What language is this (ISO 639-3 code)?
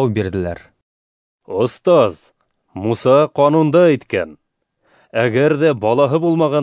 bak